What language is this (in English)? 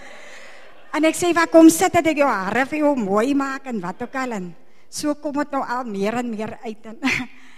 Afrikaans